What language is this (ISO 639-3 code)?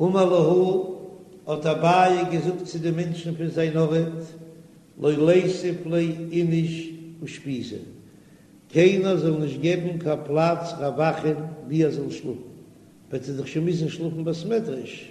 yid